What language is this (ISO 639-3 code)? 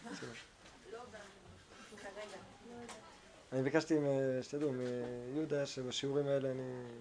heb